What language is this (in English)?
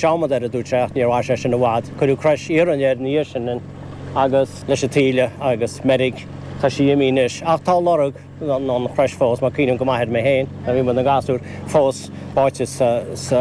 Irish